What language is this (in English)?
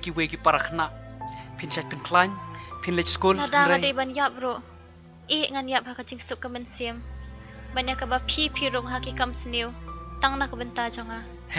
Khasi